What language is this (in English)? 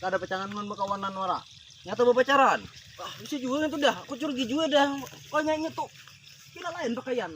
Banjar